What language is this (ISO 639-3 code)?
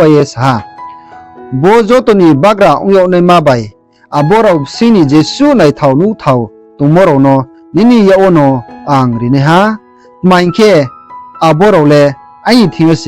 ria